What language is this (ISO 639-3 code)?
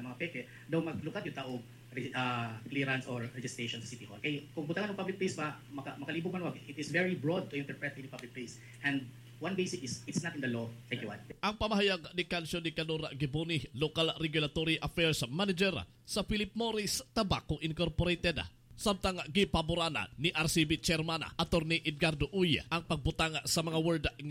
ceb